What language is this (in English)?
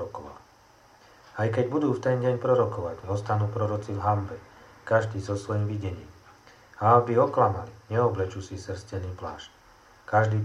Slovak